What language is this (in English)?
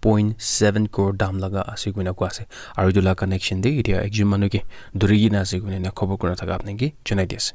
Naga Pidgin